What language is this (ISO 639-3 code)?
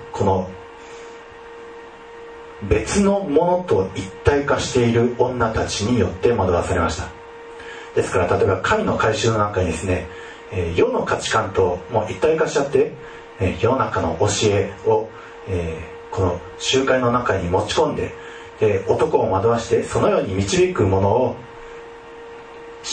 jpn